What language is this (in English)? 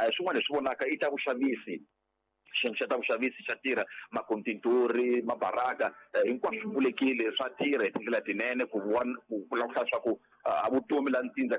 Tsonga